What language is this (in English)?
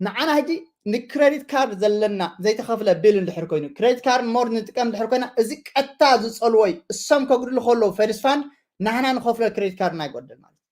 Tigrinya